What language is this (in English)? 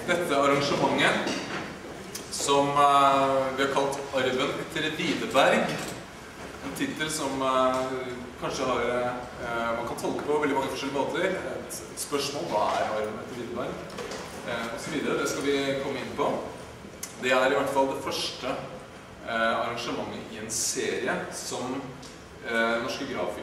Norwegian